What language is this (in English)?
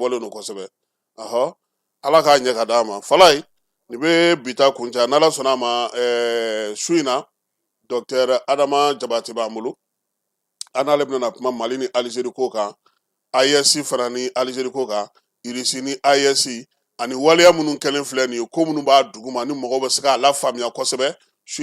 Bambara